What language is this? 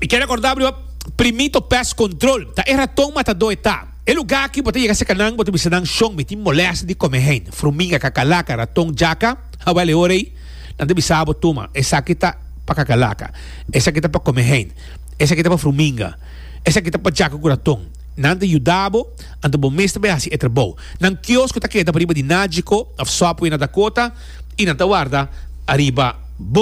Papiamento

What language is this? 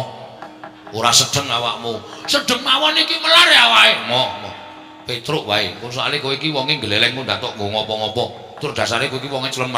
Javanese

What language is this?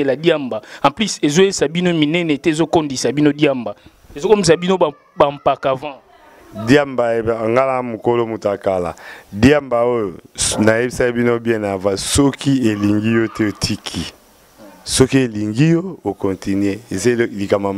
Lingala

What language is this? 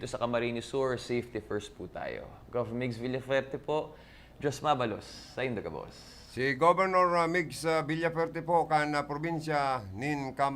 Bikol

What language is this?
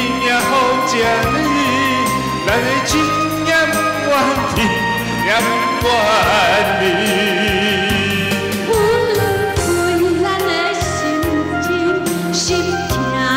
Chinese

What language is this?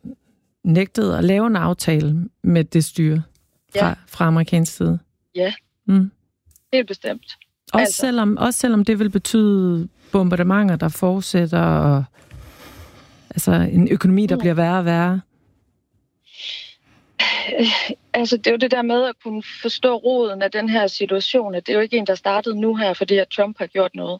Danish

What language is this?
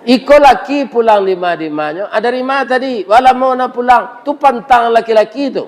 Minangkabau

